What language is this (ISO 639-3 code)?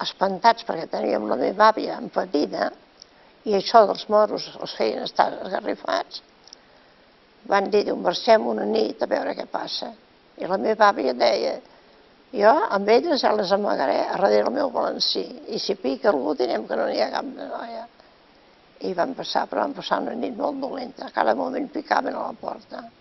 cat